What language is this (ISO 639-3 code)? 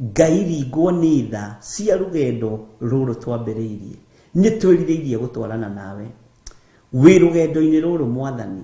kik